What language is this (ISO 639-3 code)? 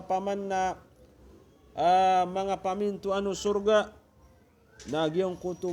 mrw